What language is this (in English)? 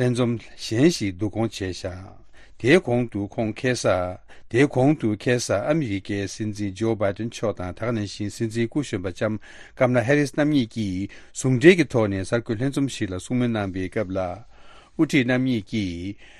Tibetan